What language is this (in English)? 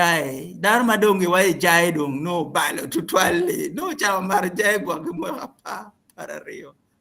Acoli